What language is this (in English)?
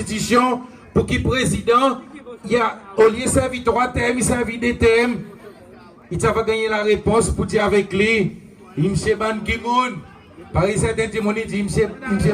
Seselwa Creole French